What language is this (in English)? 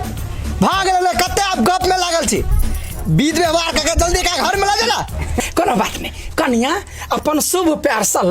Maithili